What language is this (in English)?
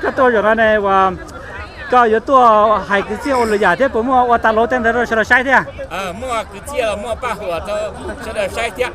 Hmong